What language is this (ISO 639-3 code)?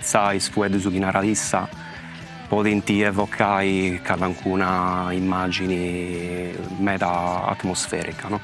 srd